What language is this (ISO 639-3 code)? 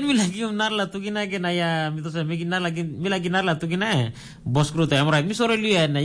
tpi